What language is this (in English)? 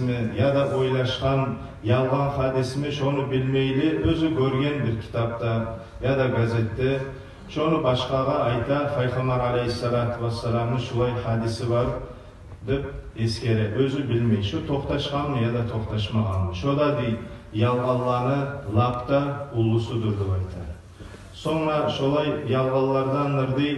Kumyk